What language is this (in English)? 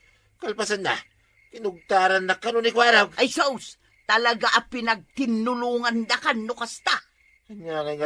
Iloko